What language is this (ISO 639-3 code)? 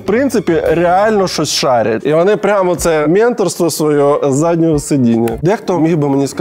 ukr